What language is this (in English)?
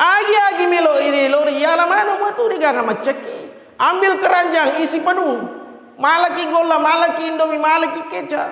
Buginese